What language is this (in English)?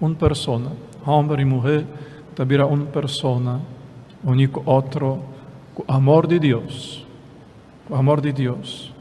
Papiamento